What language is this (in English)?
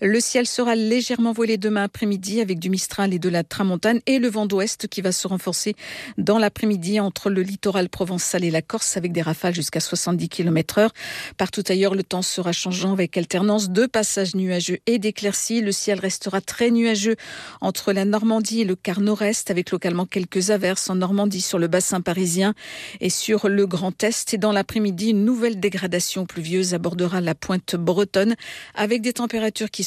French